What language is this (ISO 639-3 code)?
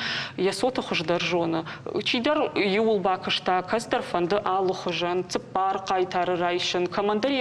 oss